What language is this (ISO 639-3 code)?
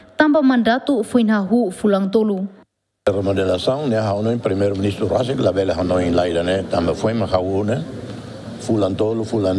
tet